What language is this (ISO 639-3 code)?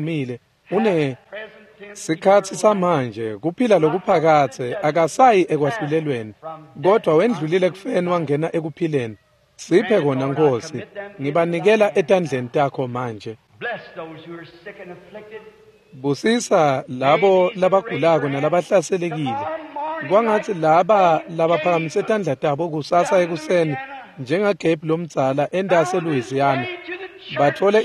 ssw